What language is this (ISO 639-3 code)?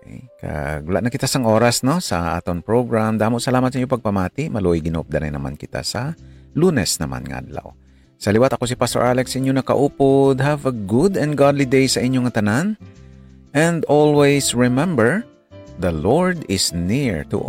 hil